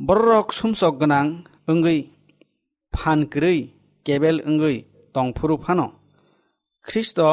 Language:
Kok Borok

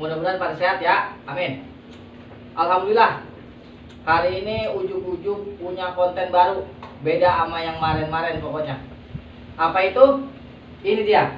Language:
Betawi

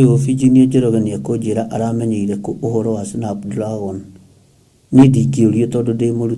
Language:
Kikuyu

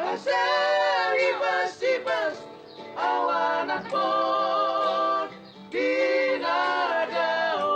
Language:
Batak Toba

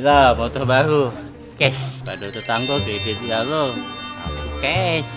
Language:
Musi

